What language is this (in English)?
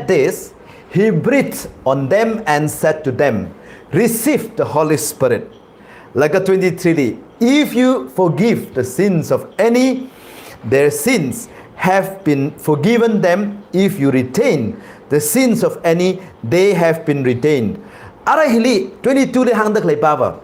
Tangkhul Naga (India)